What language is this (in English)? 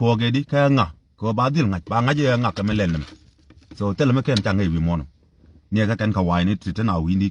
Nuer